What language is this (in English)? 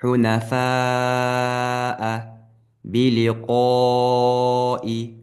Ingush